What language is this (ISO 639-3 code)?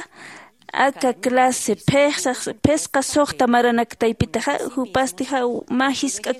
aym